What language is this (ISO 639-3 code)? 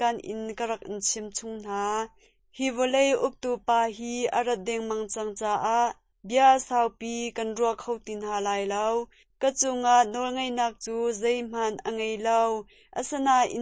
cnh